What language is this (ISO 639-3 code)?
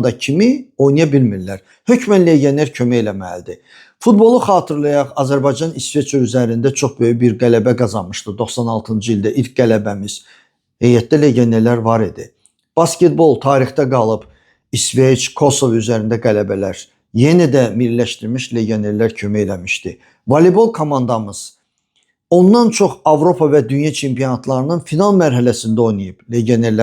aze